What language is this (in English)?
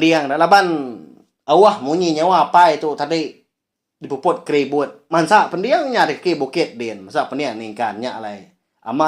Iban